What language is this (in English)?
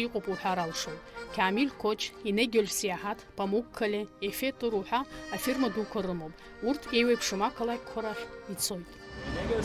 Abkhazian